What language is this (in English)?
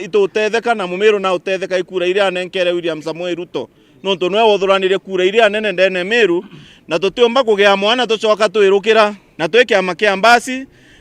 Meru